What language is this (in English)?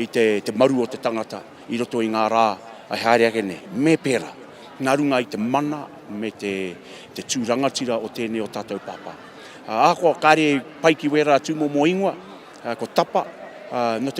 Māori